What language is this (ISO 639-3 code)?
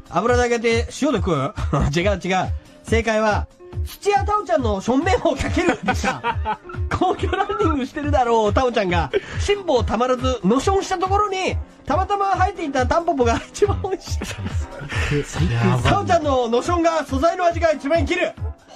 jpn